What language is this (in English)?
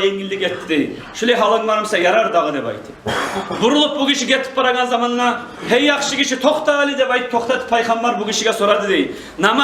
Kumyk